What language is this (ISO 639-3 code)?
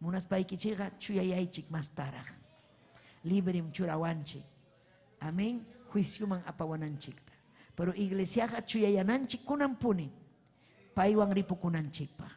quy